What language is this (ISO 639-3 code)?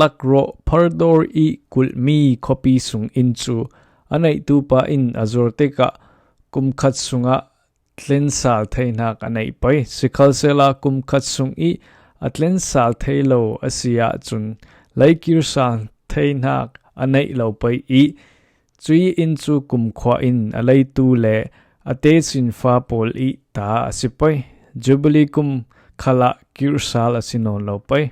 cfm